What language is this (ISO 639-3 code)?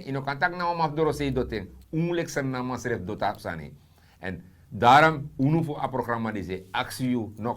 srn